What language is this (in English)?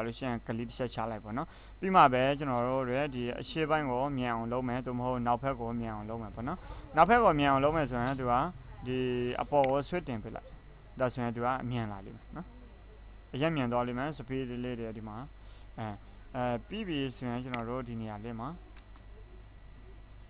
Burmese